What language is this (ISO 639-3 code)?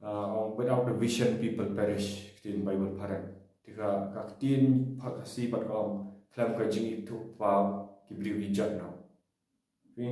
kha